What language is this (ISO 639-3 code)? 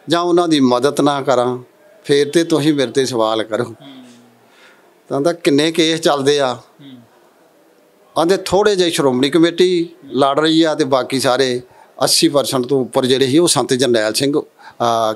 pan